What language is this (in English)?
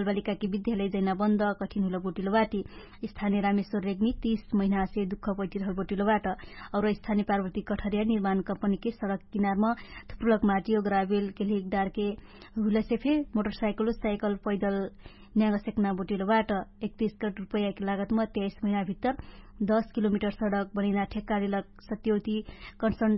Dangaura Tharu